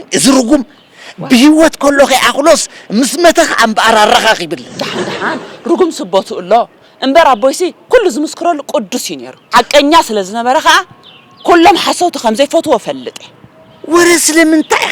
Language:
Tigrinya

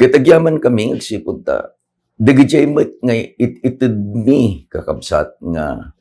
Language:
Iloko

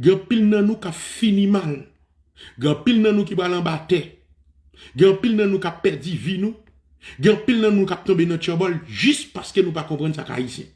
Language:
Haitian Creole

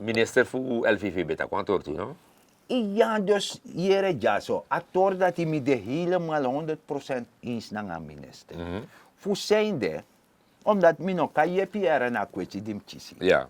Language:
Sranan Tongo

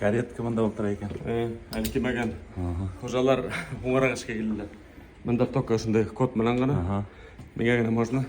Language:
Bashkir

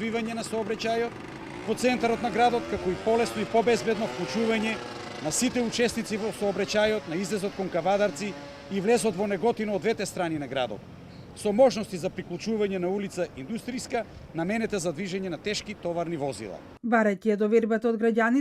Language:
Macedonian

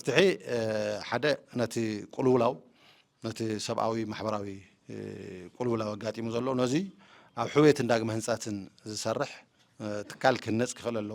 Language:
Tigrinya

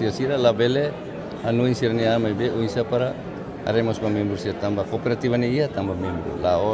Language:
Tetum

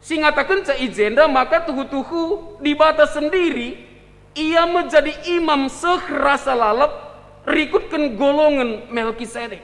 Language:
Batak Karo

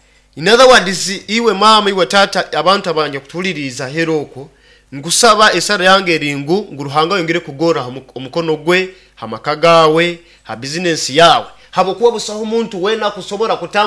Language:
Nyoro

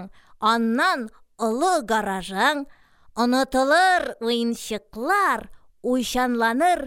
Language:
Tatar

